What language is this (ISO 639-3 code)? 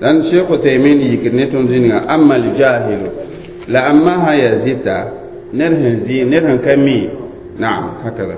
mos